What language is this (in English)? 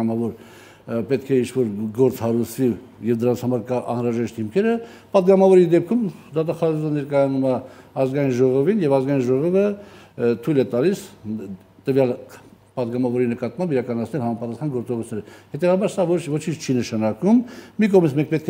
Armenian